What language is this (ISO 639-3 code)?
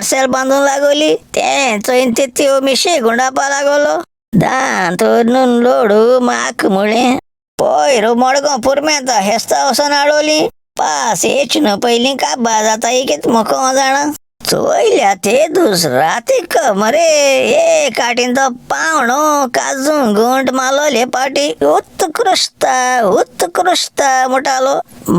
kok